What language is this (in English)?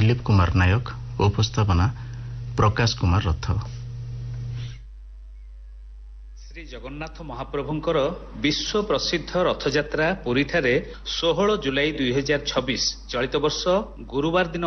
Odia